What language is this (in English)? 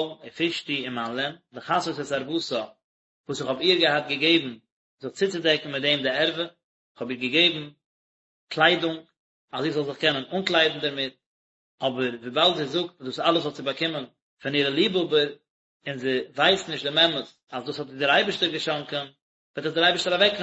Yiddish